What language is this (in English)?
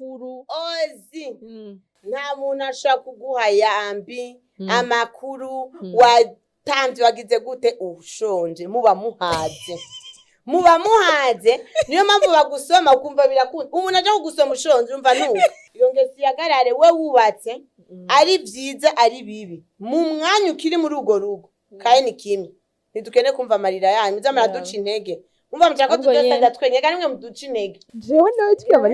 Rundi